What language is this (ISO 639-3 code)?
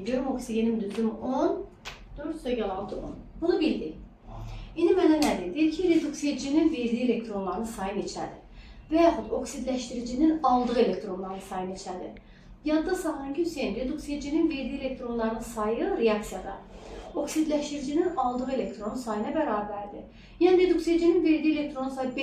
aze